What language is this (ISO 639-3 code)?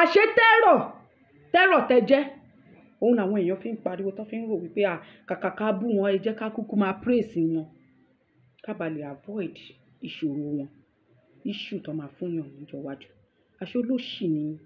yor